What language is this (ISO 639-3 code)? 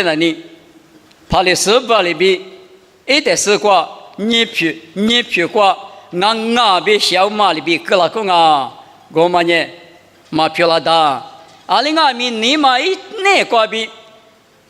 lis